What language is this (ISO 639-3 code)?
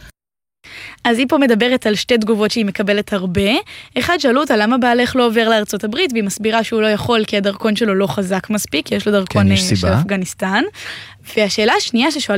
heb